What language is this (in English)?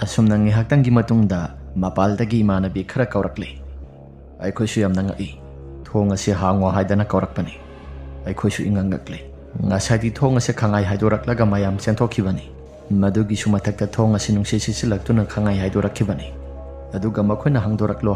Manipuri